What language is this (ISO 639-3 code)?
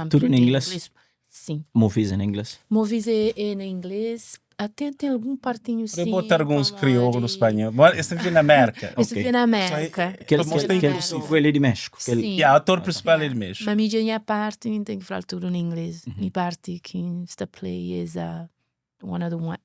kea